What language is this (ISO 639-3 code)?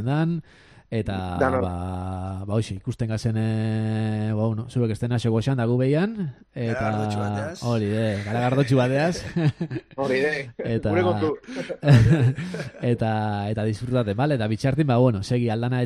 eus